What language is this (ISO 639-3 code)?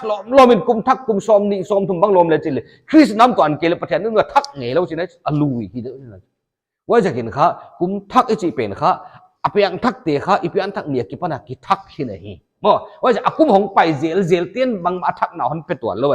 pck